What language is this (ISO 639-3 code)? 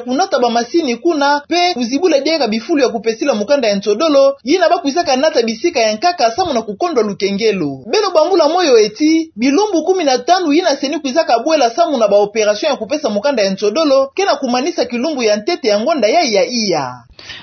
ktu